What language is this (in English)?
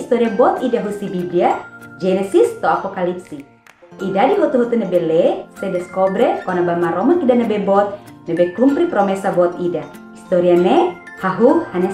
Tetum